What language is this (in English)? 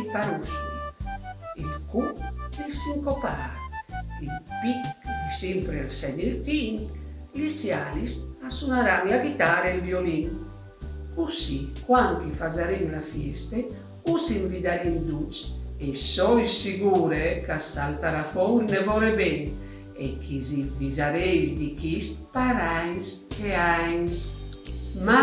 Friulian